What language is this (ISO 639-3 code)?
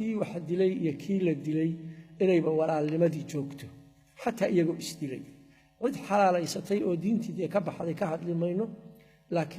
som